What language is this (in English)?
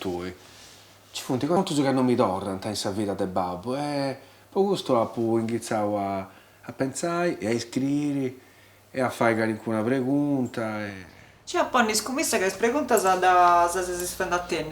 Sardinian